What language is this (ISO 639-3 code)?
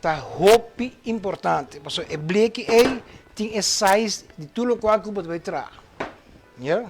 pap